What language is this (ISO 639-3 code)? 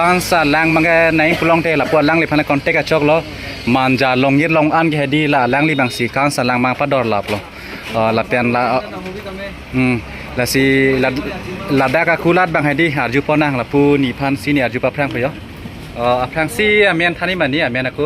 mjw